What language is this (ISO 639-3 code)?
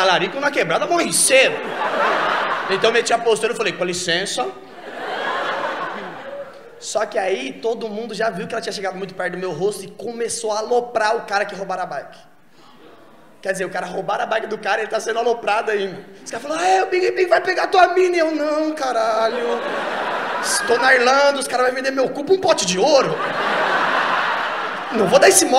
por